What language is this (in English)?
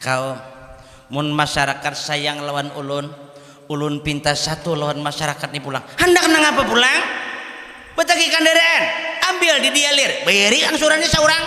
Banjar